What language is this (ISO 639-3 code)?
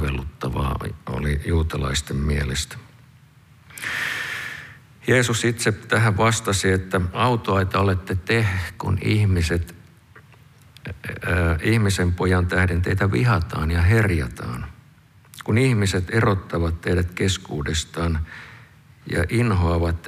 fin